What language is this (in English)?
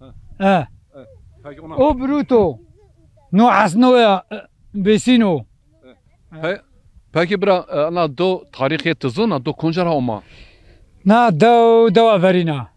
Zaza